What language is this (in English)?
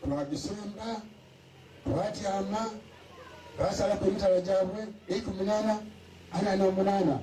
Ganda